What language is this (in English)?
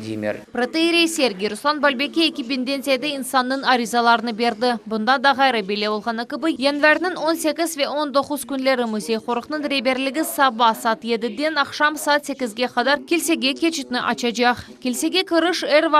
Crimean Tatar